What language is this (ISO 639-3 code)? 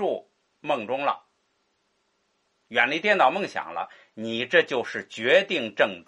zho